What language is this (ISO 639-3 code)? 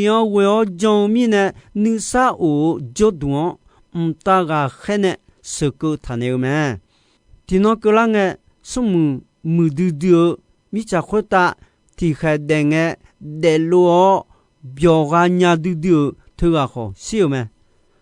ahk